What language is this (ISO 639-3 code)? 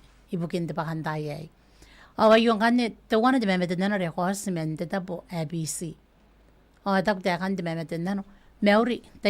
gil